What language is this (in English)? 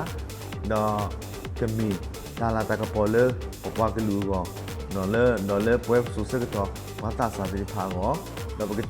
S'gaw Karen